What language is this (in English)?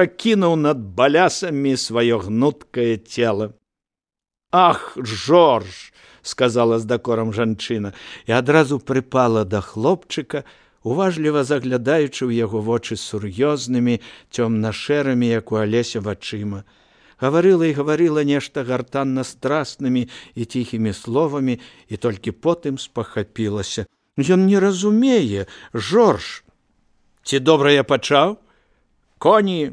Belarusian